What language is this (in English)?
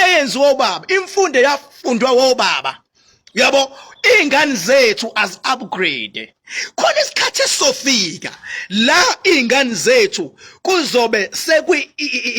Zulu